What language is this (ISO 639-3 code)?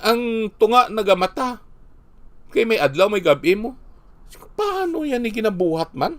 hil